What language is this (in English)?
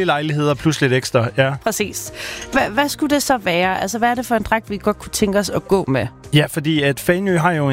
Danish